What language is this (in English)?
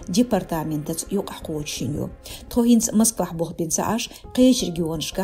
Chechen